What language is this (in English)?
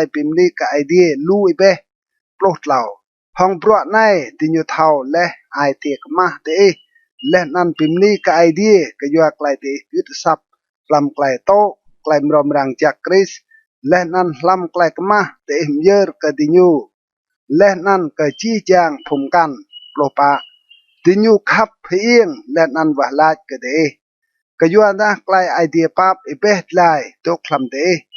Rade